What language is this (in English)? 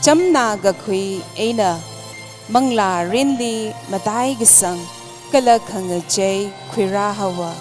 Tangkhul Naga (India)